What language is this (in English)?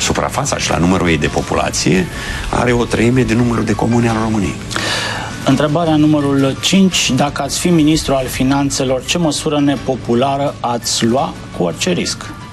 Romanian